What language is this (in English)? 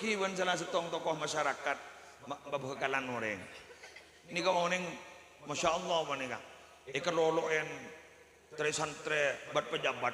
Madurese